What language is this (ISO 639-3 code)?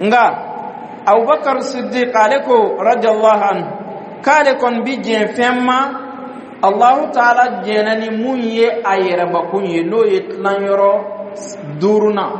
dyu